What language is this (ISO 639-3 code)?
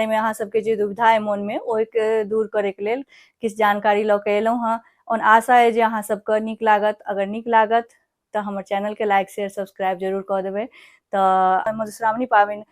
mai